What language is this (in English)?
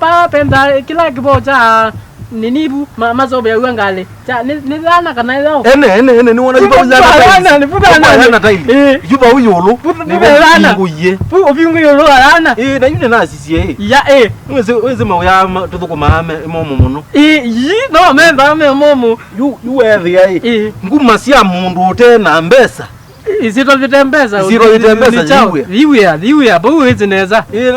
Kamba